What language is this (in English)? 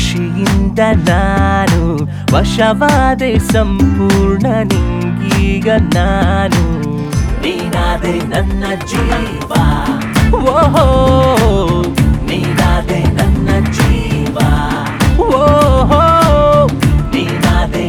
Kannada